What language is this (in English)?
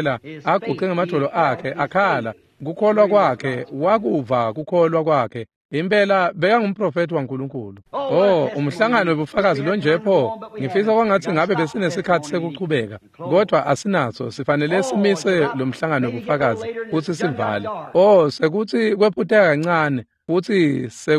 Swati